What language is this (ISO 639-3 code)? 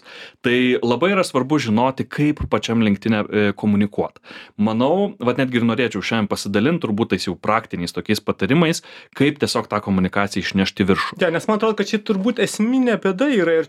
lit